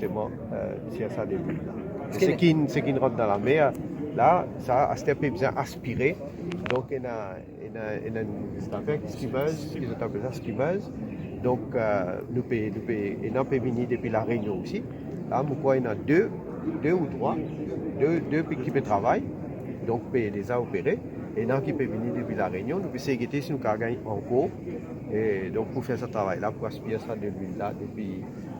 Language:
Morisyen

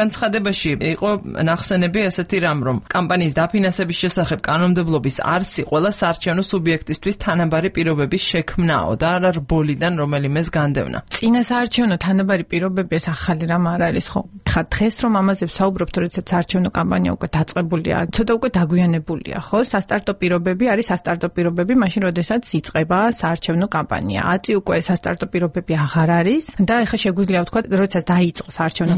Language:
Georgian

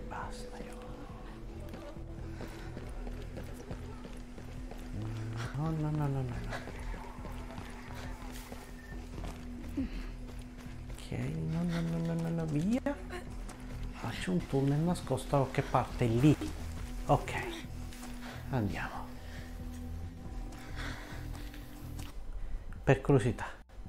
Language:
Italian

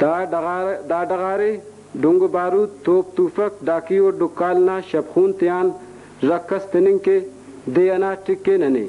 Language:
Brahui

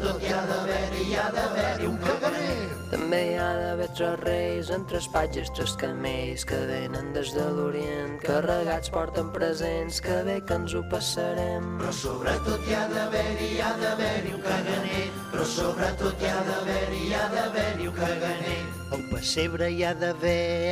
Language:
Catalan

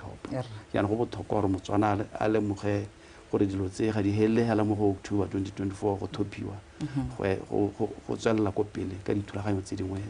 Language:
Tswana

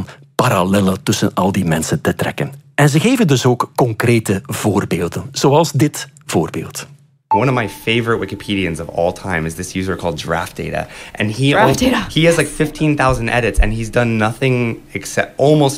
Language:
Dutch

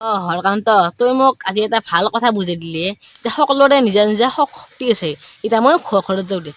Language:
Assamese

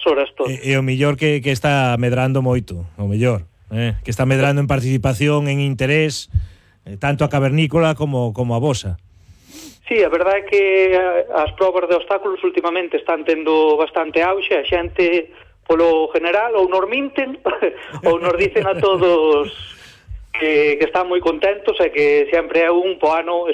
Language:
Galician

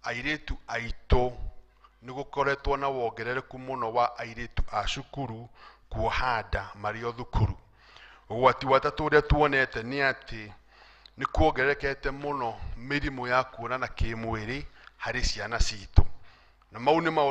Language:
Kikuyu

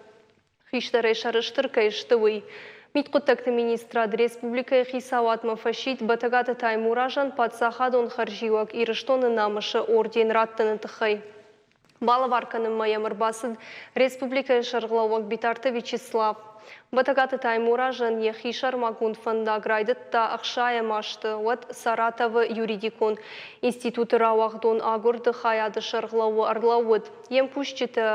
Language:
Ossetic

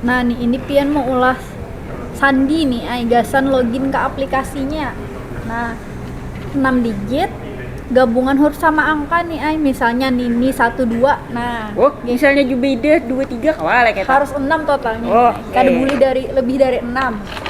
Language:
Banjar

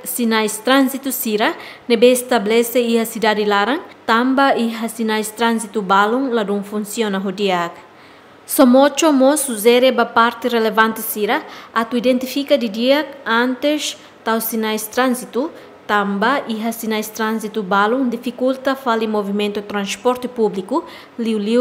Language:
Tetum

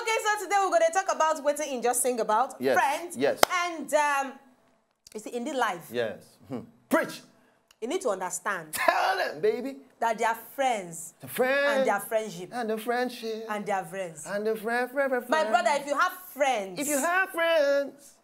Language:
Nigerian Pidgin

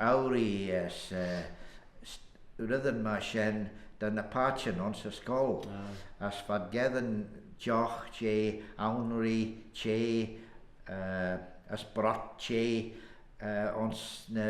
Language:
Manx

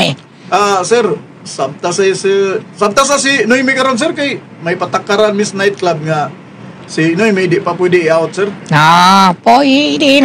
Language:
Cebuano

